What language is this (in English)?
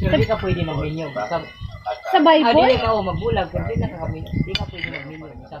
Cebuano